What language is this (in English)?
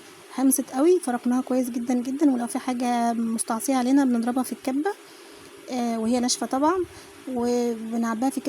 Egyptian Arabic